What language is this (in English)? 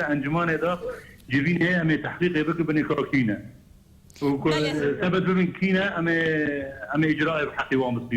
Kurdish